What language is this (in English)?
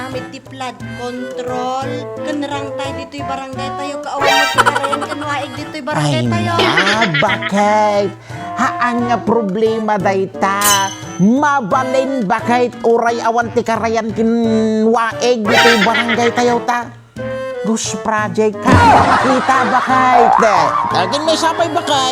Iloko